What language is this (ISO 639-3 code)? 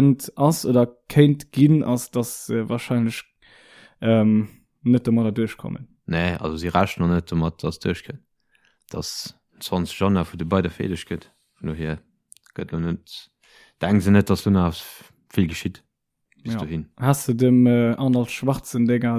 ltz